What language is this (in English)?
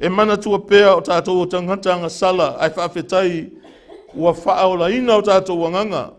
Samoan